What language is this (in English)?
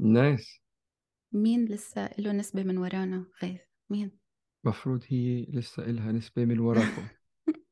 North Levantine Arabic